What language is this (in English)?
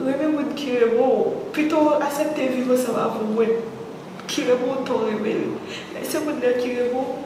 Haitian Creole